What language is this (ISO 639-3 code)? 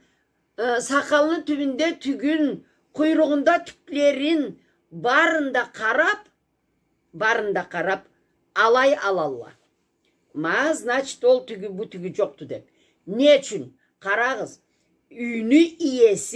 krc